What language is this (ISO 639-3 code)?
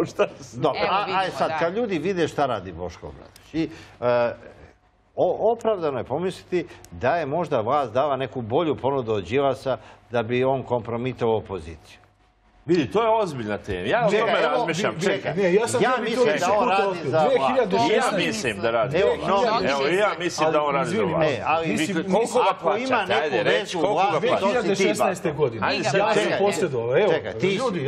srp